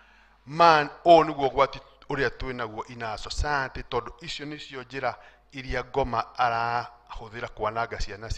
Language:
Kikuyu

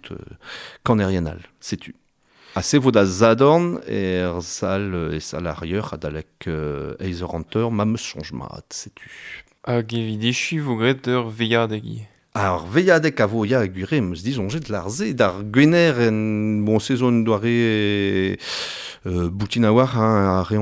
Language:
Breton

